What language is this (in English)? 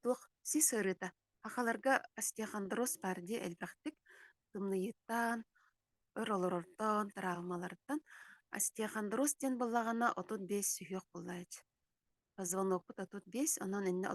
Yakut